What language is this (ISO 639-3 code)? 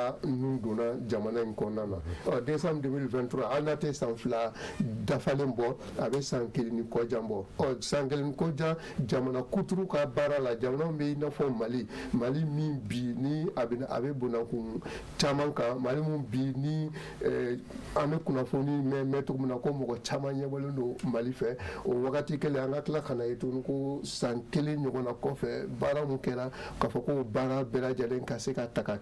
bam